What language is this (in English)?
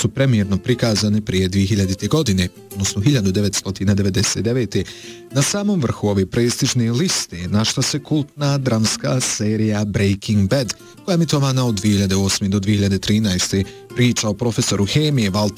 Bosnian